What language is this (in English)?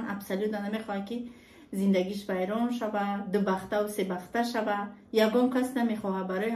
Tajik